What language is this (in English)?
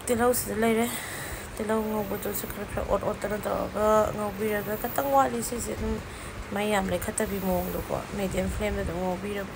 Manipuri